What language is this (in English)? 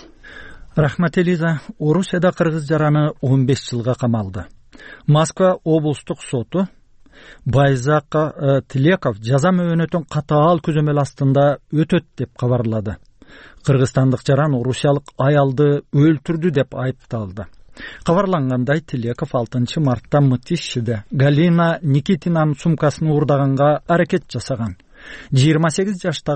Kyrgyz